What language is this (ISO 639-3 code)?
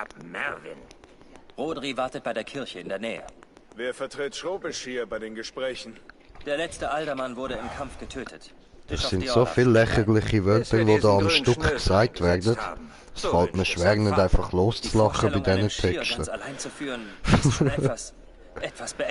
gsw